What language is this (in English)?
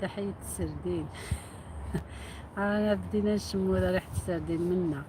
Algerian Arabic